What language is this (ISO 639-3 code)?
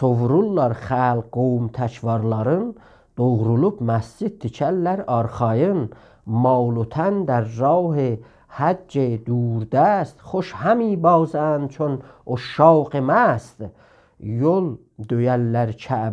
azb